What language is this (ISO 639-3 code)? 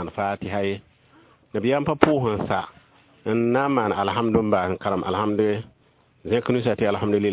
mos